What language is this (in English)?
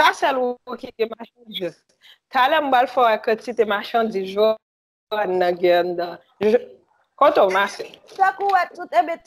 Haitian Creole